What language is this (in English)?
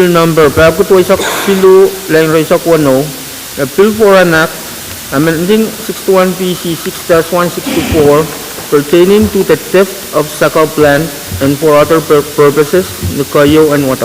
Pohnpeian